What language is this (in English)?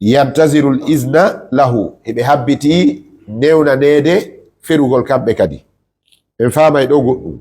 Fula